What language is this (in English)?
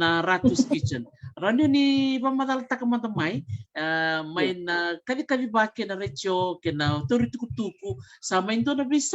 Fijian